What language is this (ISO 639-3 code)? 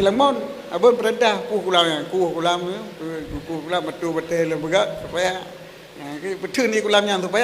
ace